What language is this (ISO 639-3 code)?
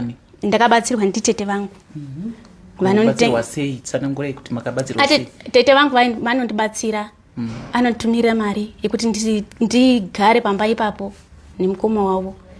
sna